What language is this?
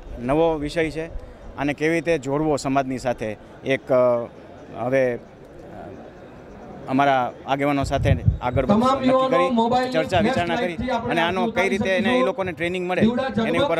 Gujarati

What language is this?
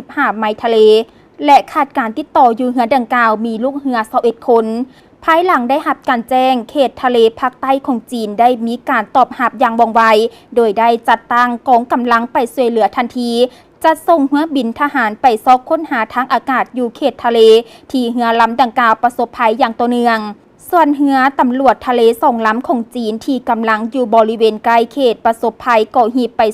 Lao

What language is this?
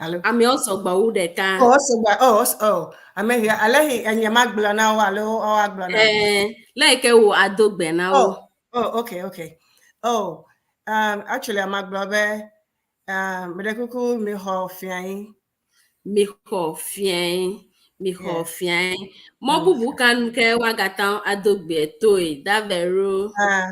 Ewe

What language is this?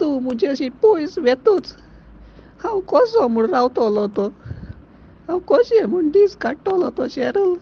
Konkani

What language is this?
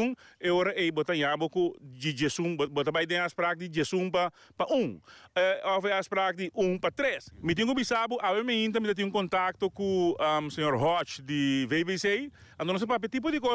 Papiamento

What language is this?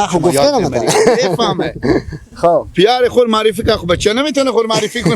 Persian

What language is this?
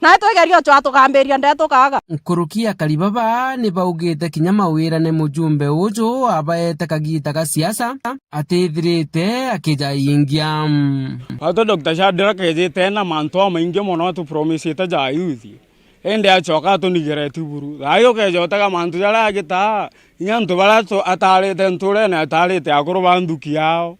Meru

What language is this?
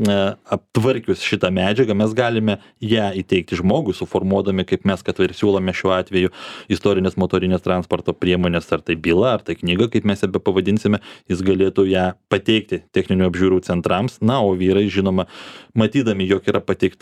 Lithuanian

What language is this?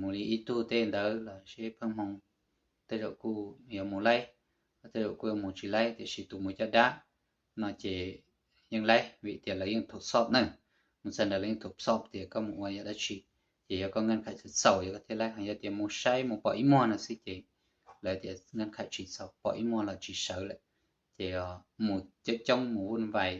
Hmong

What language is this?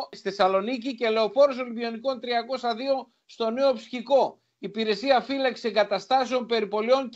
Greek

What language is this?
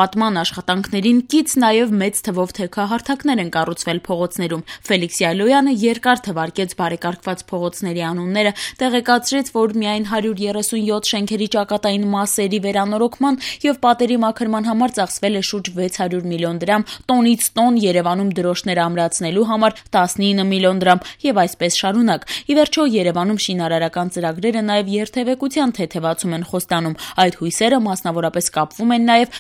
Armenian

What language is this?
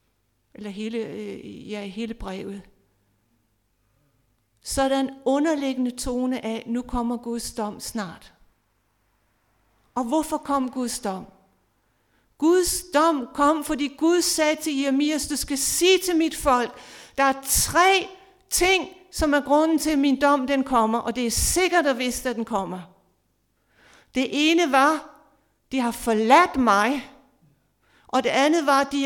Danish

